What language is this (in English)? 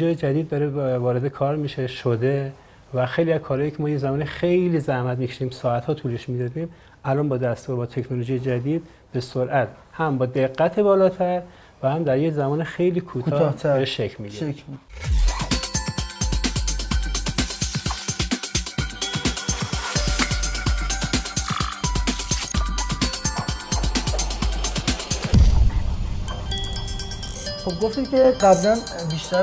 Persian